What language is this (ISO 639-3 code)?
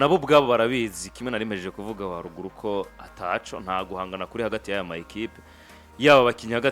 run